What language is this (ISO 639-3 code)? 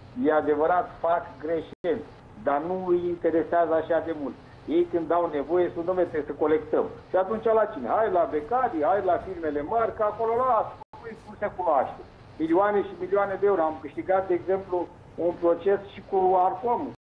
ron